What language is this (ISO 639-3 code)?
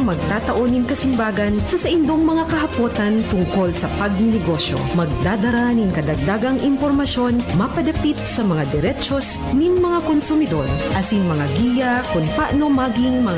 bik